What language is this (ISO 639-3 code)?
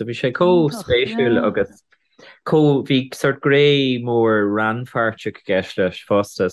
gle